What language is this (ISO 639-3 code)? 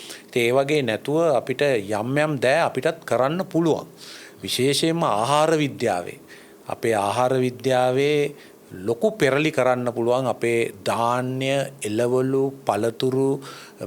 sin